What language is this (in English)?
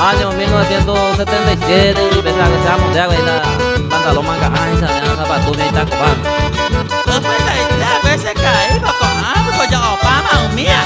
Guarani